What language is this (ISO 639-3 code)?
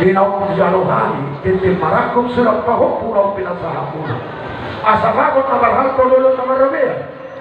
bbc